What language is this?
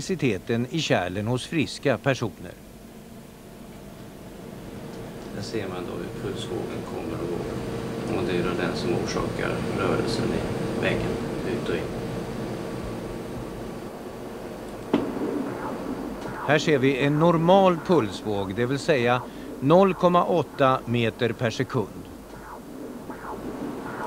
Swedish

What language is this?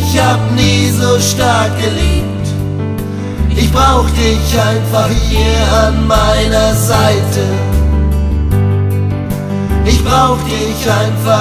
German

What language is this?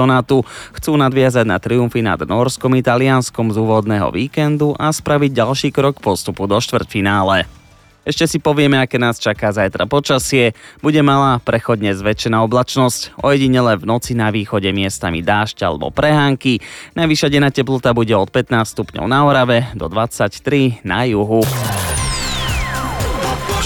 Slovak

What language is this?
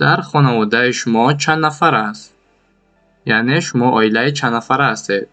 Tajik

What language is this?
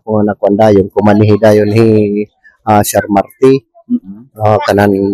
Waray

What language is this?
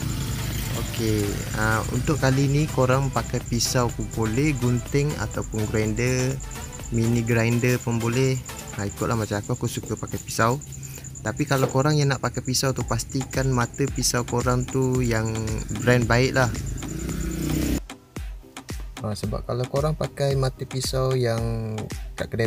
Malay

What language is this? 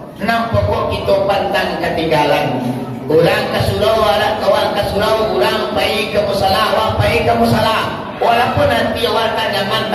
Minangkabau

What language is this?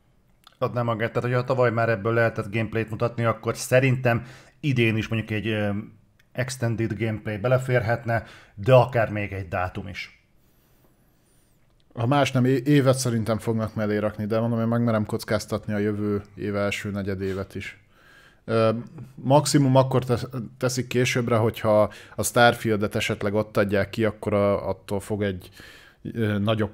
Hungarian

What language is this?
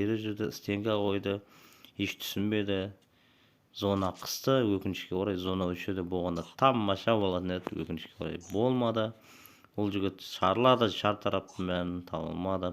Kazakh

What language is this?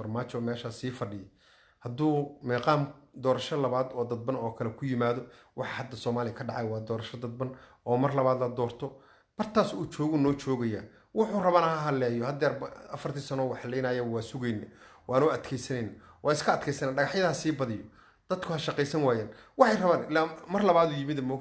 Somali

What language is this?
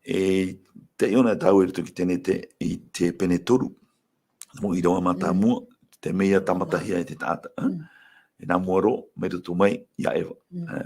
Tahitian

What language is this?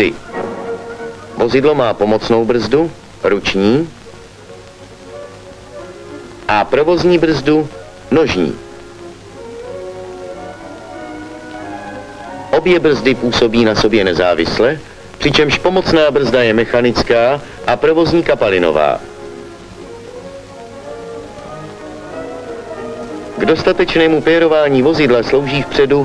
Czech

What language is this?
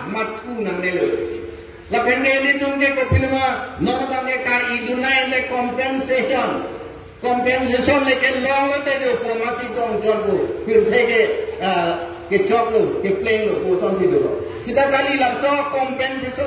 Karbi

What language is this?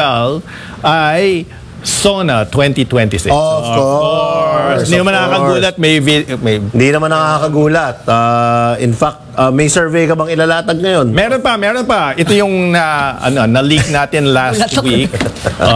Filipino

